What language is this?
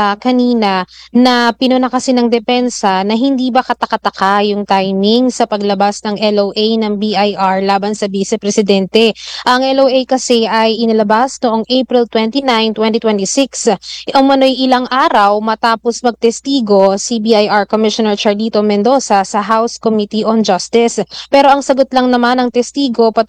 Filipino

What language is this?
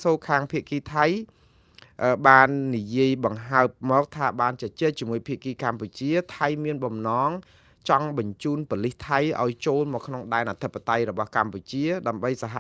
Khmer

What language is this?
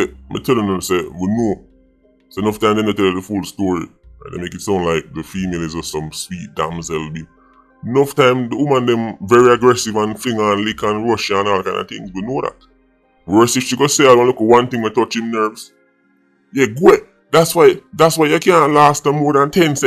Jamaican Creole English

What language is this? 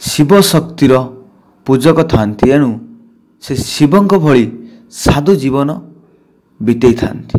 Odia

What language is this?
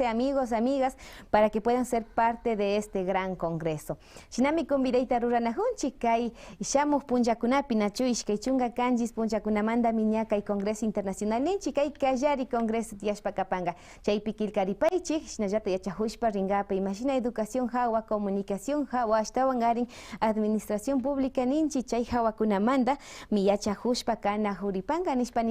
Imbabura Highland Quichua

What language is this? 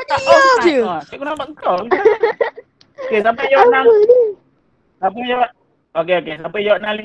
Malay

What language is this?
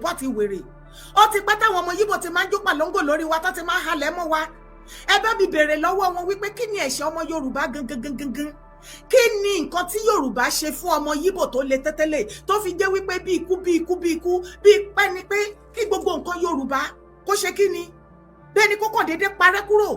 Yoruba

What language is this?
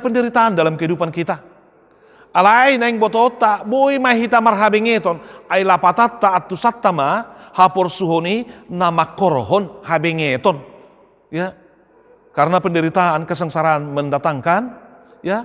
Batak Toba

